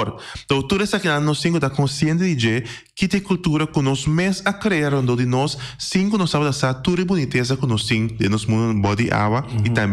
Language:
Papiamento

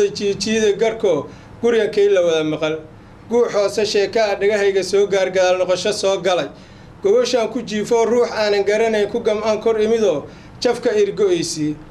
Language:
Somali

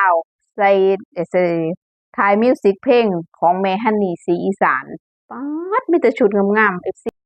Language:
Northeastern Thai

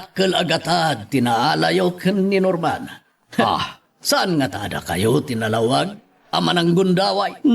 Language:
Iloko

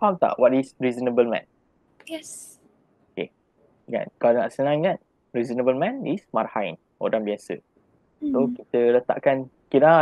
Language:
Malay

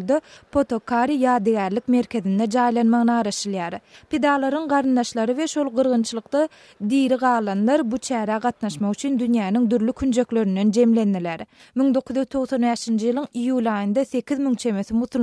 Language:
Turkmen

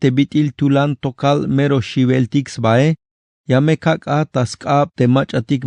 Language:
Tzeltal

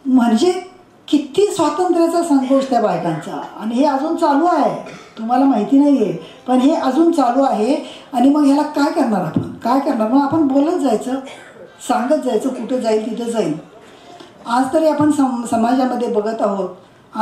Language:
Marathi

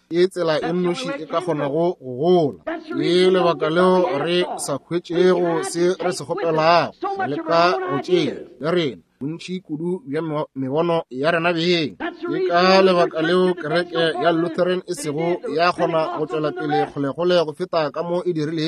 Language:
Northern Sotho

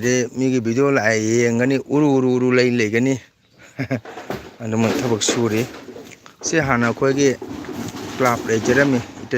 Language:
Manipuri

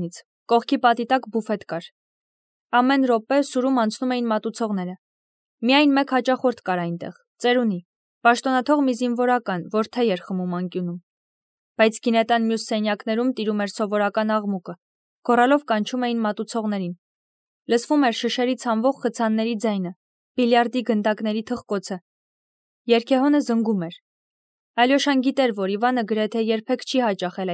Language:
Armenian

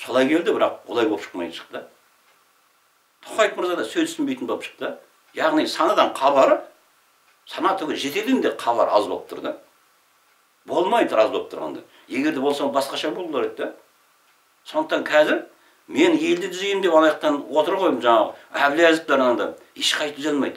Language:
Kazakh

